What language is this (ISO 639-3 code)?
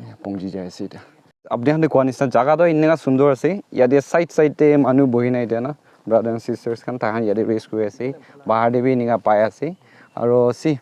nag